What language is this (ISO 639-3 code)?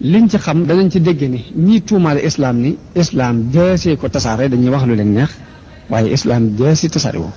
wol